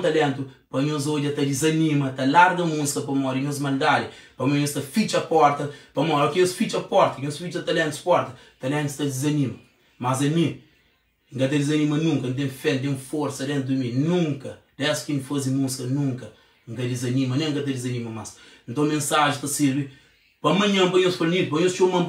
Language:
Kabuverdianu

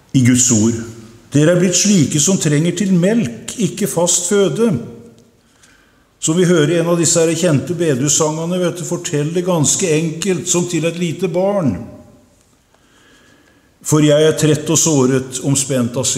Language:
Norwegian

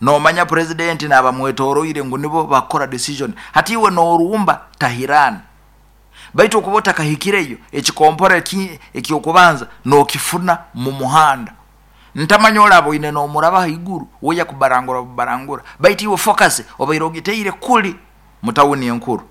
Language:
Nyoro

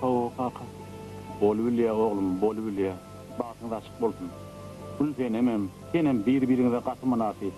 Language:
Turkmen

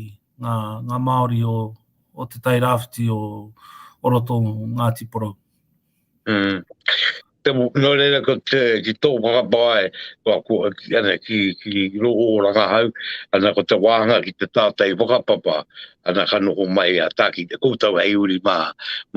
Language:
Māori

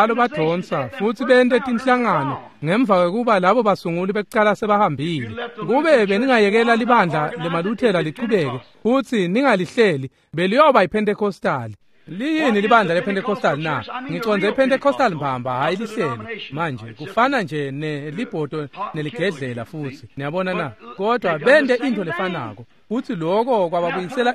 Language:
Swati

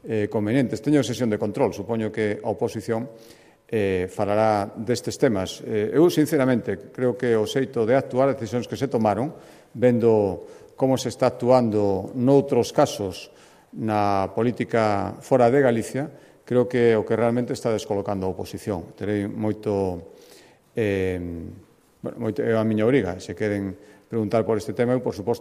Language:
Galician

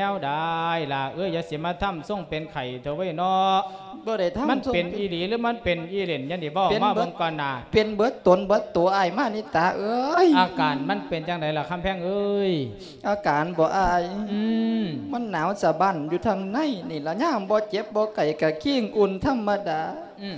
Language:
Lao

